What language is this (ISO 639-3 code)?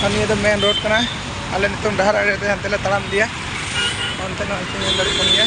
sat